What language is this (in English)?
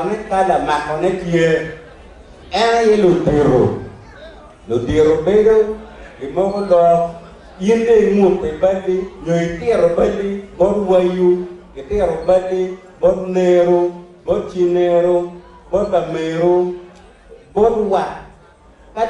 Acoli